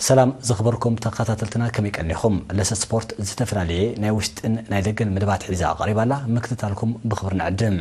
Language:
Tigrinya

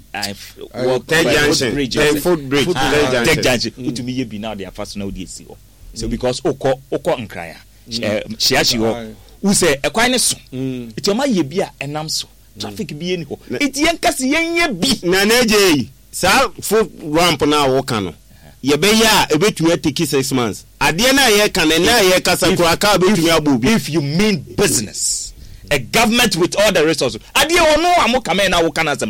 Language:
Akan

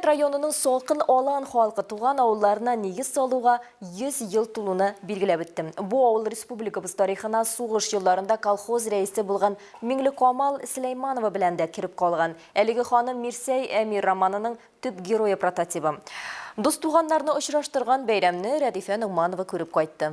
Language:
Tatar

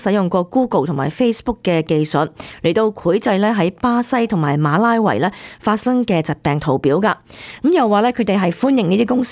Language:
Cantonese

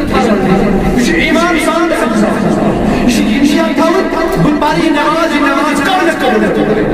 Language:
Kashmiri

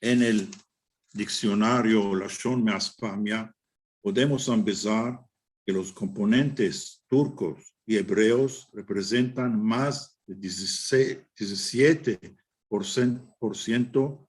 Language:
Ladino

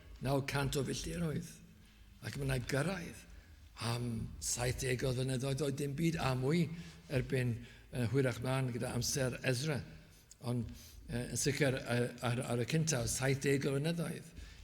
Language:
Welsh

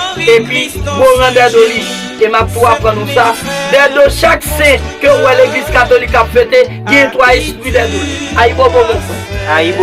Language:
Haitian Creole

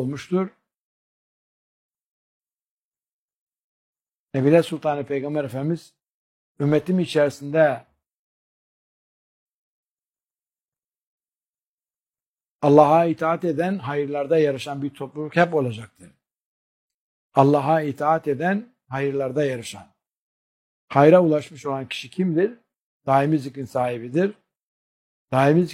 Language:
Turkish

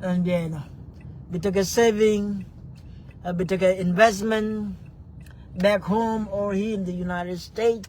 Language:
Nuer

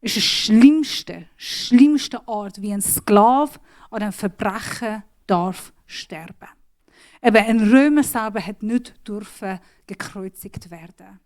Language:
Swiss German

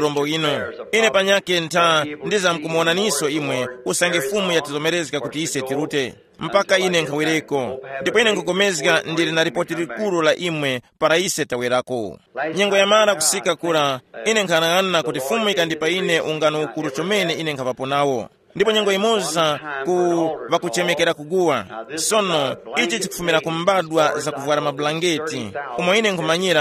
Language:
Tumbuka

